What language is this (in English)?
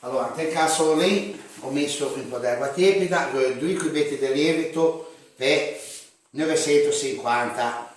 Ligurian